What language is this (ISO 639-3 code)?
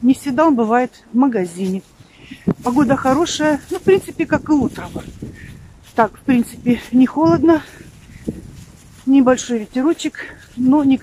rus